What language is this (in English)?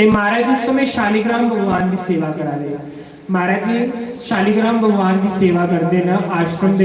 Dogri